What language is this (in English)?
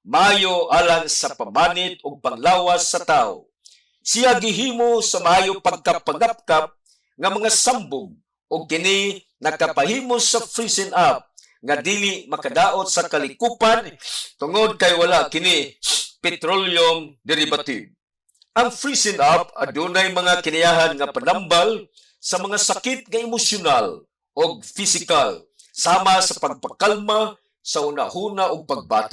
Cebuano